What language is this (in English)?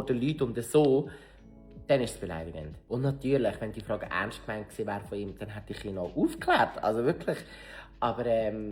Swiss German